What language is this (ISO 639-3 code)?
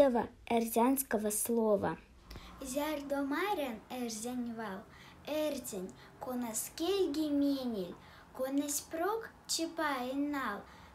myv